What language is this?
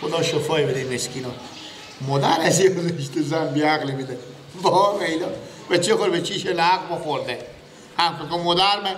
Persian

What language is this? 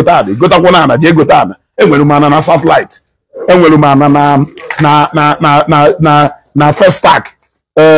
Igbo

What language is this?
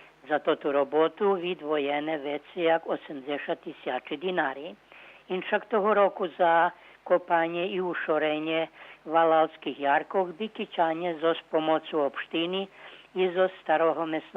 Rusyn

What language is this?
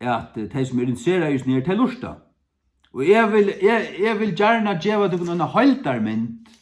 Faroese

